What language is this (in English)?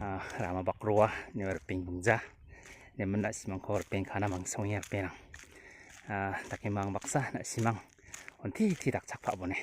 Garo